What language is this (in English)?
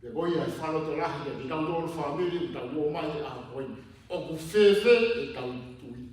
Tongan